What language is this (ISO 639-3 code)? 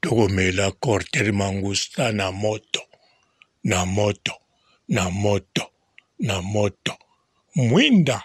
lin